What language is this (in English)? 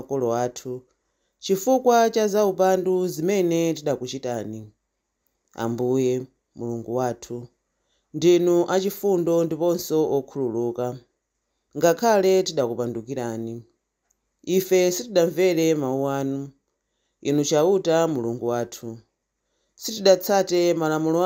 Nyanja